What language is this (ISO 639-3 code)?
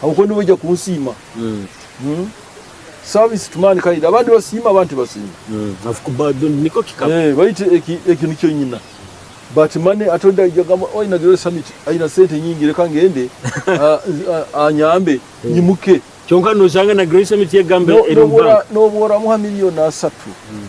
nyo